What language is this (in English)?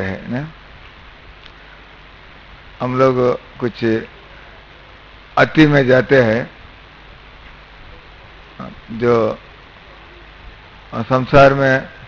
Hindi